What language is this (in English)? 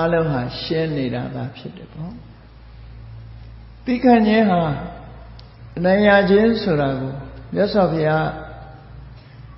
Burmese